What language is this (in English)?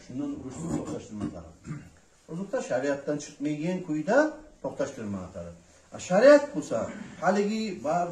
Kumyk